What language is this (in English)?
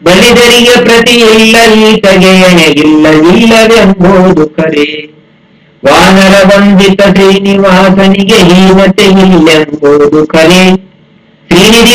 Kannada